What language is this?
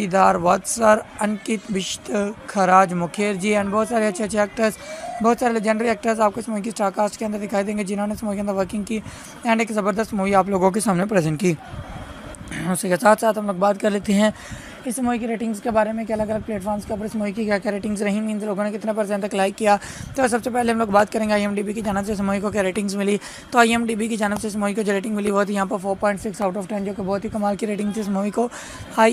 Hindi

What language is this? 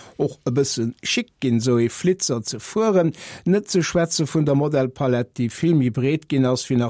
Luxembourgish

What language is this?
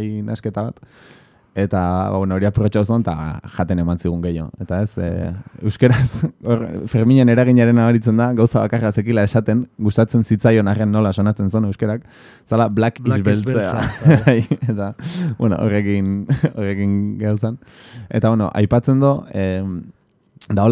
Basque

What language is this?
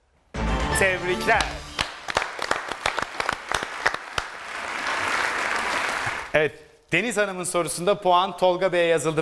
Turkish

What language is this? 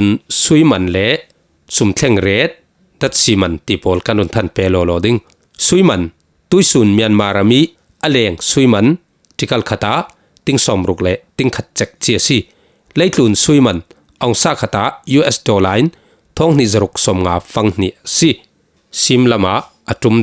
Falam Chin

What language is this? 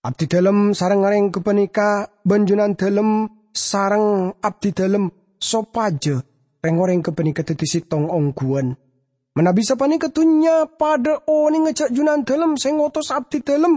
Madurese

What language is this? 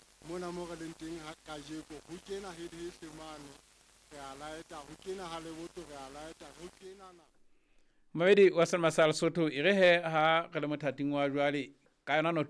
Southern Sotho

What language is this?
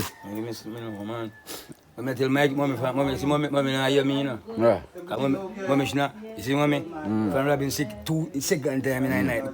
Jamaican Creole English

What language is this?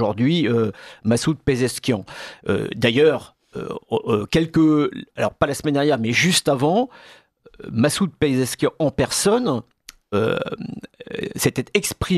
French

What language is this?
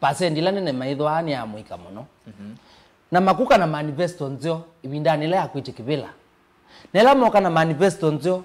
Kamba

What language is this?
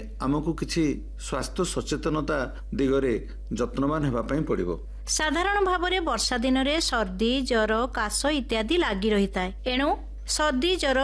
Odia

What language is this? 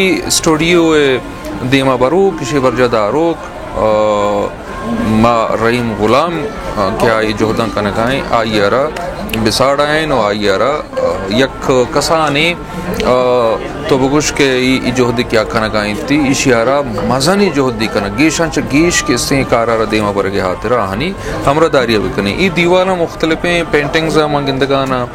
Baluchi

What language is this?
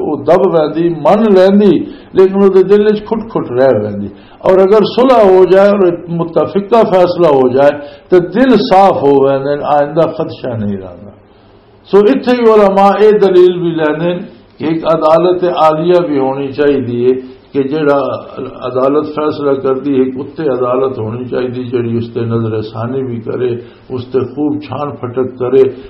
Western Panjabi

